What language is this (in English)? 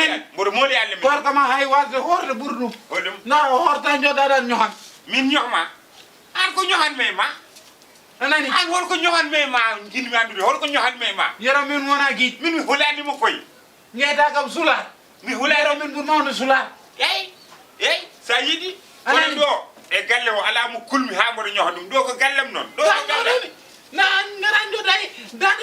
Fula